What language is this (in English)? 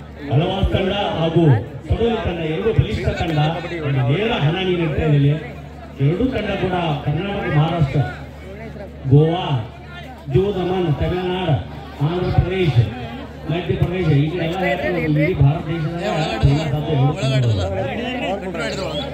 Kannada